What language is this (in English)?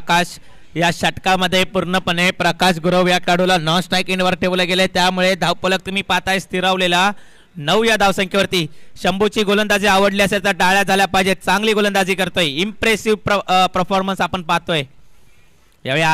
Marathi